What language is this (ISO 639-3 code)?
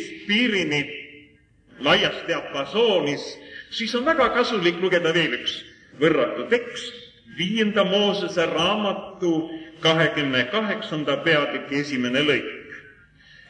est